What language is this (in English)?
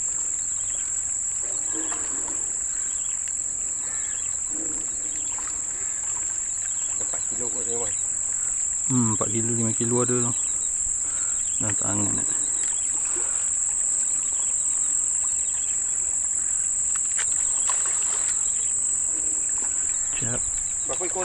Malay